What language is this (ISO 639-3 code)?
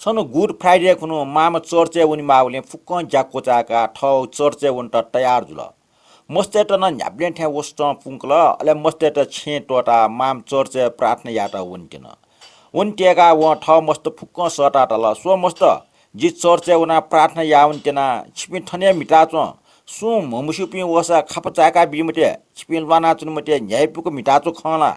new